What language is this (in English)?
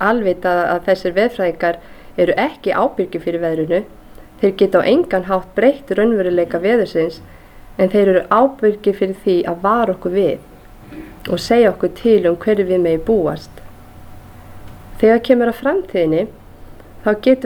Icelandic